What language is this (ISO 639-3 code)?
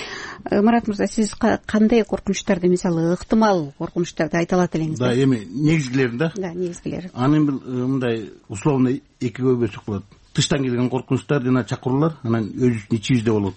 kir